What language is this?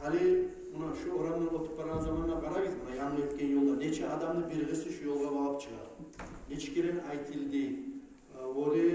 Kumyk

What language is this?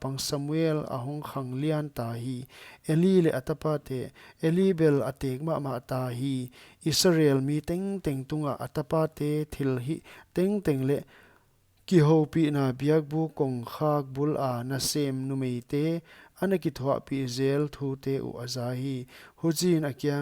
Paite Chin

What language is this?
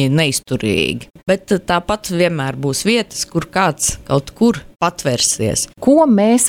Latvian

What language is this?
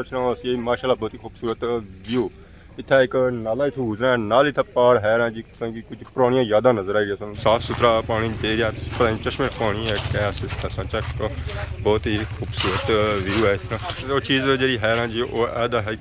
Pahari-Potwari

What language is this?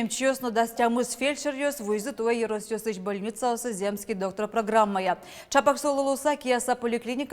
Udmurt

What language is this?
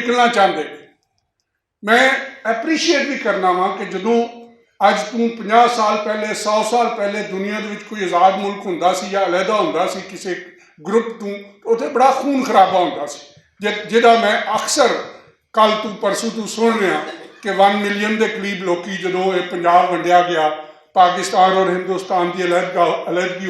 Western Panjabi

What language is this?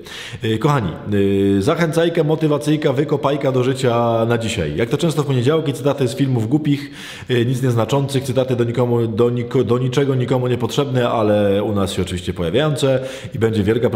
Polish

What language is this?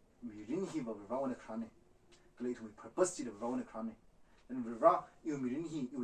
Tangkhul Naga (India)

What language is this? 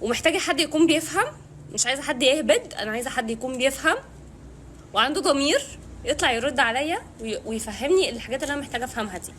Egyptian Arabic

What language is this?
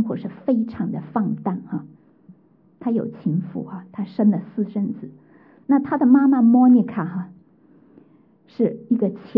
Chinese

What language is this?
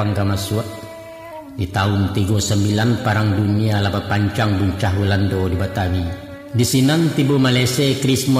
Minangkabau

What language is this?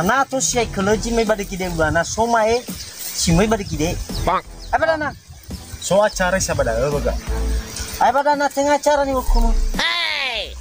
Nias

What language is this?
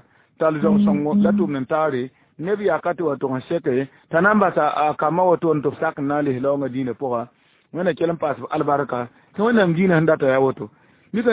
Mossi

